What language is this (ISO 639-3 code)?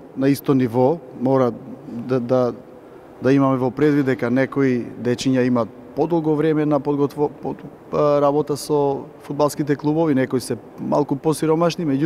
mkd